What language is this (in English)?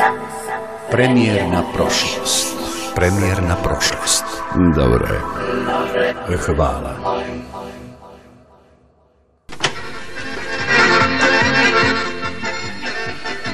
Serbian